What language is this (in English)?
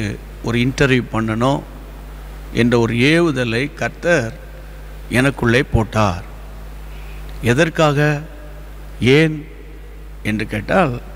Tamil